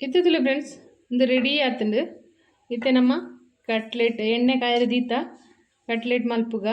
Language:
Tulu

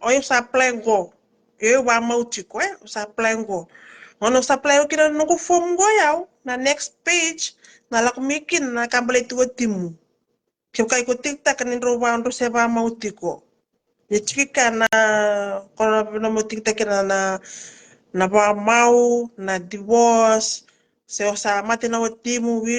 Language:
Fijian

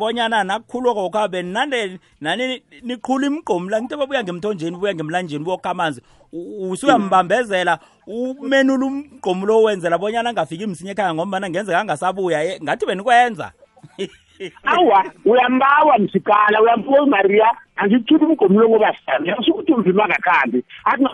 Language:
South Ndebele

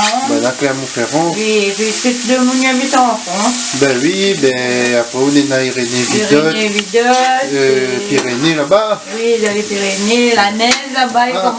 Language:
Réunion Creole French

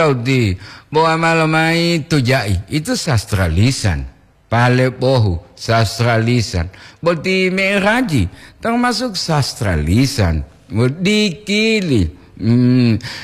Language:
Gorontalo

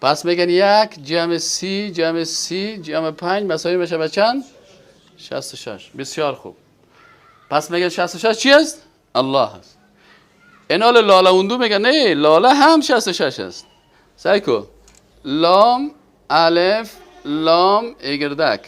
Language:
Persian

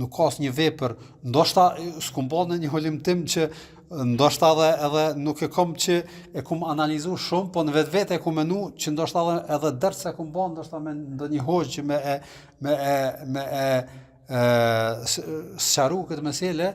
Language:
Albanian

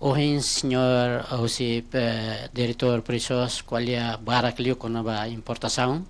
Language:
Tetum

